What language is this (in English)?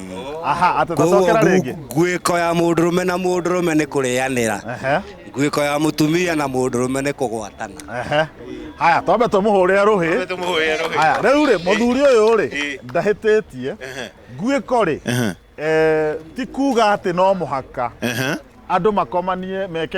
Kikuyu